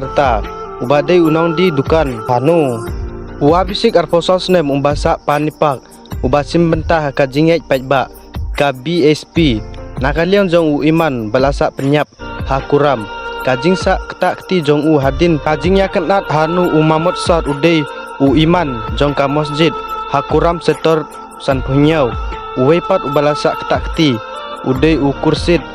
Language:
Khasi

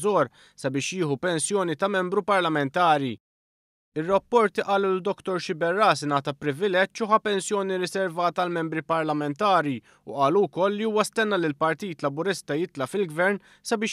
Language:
Maltese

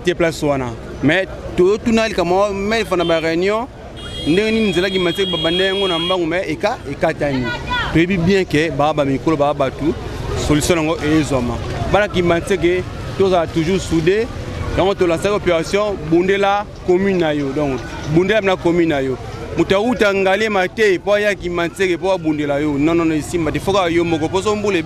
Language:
Lingala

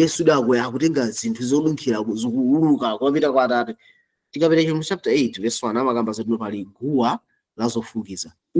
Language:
Nyanja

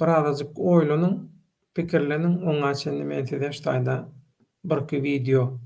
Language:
Turkmen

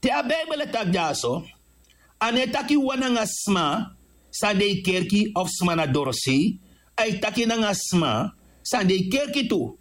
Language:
Sranan Tongo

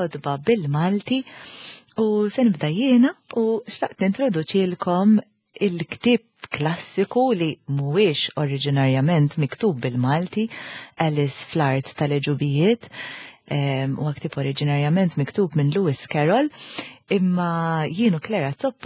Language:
Maltese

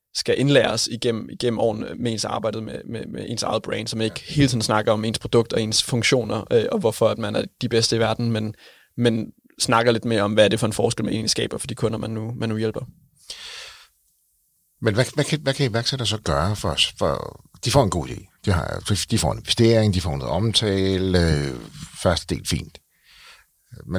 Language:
Danish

